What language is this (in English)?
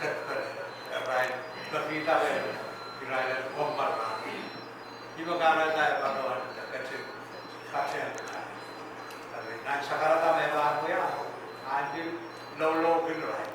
Pohnpeian